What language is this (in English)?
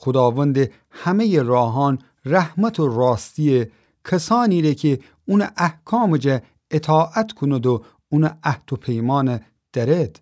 Gilaki